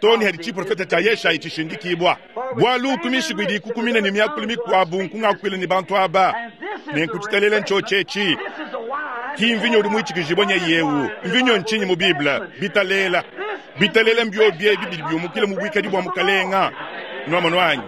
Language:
Luba-Lulua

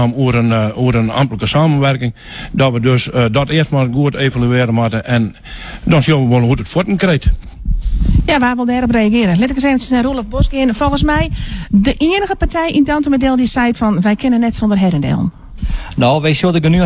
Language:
Western Frisian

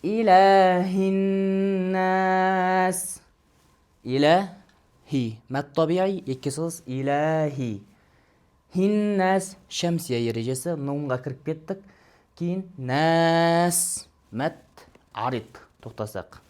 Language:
Kazakh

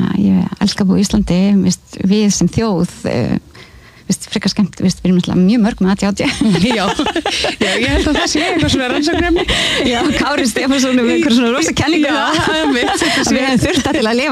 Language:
Icelandic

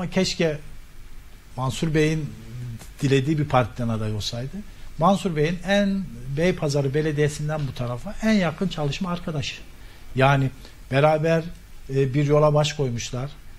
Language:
Turkish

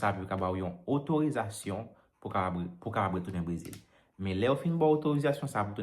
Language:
Haitian Creole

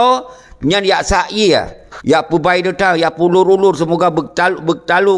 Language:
Achinese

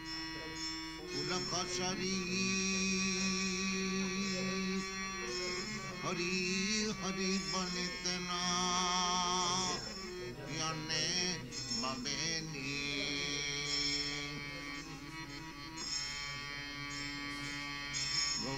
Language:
Italian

